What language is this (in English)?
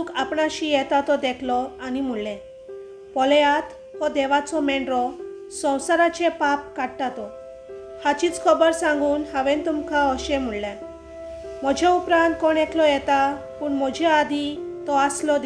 Konkani